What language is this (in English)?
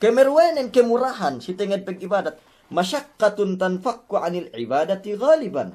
Yakan